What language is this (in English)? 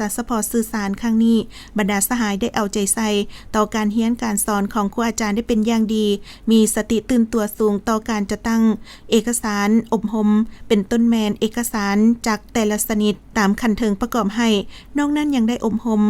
Lao